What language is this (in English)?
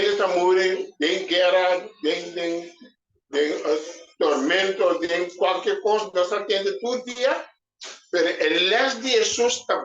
Papiamento